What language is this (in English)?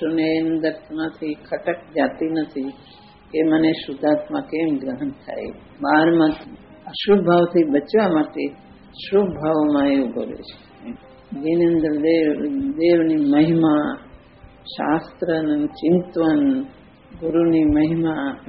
Gujarati